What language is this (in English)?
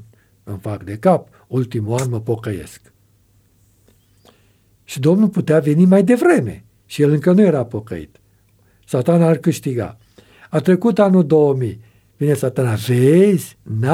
Romanian